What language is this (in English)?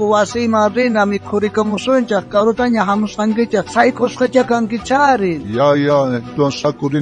South Bolivian Quechua